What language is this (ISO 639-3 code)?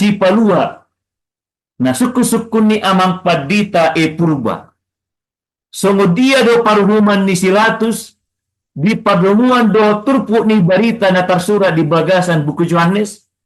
bbc